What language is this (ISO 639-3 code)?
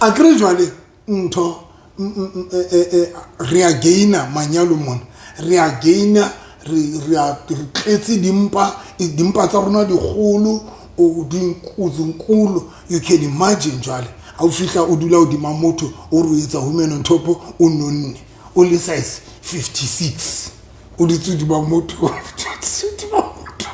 sot